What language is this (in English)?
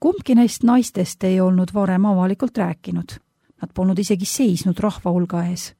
Estonian